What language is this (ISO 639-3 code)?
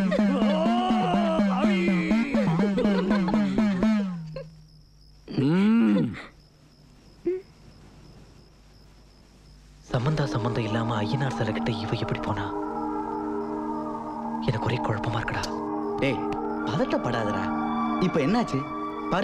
tam